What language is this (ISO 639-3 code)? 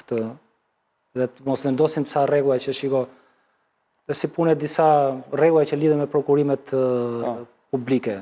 sqi